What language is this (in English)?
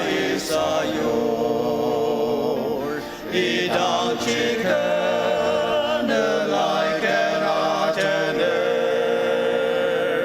Ao Naga